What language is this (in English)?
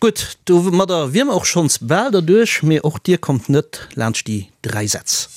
Luxembourgish